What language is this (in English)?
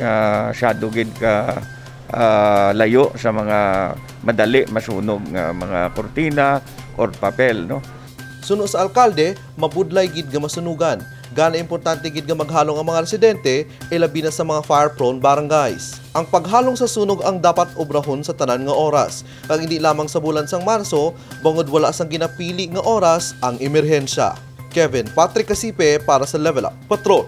Hiligaynon